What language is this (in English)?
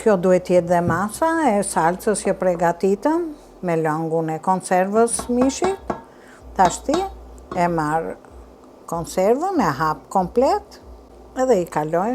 Albanian